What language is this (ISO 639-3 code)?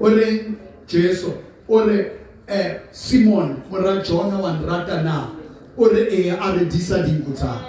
sot